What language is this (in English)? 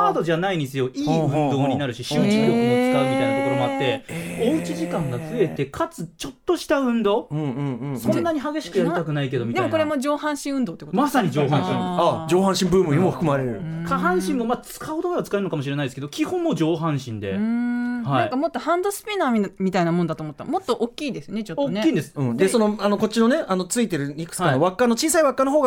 Japanese